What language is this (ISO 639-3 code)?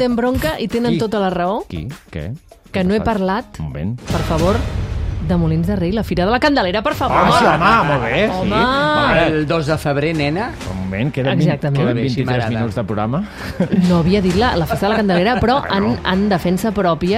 cat